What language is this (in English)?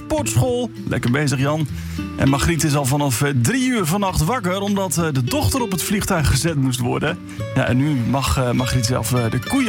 Dutch